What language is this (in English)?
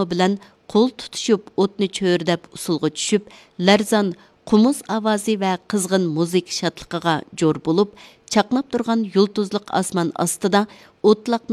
Uyghur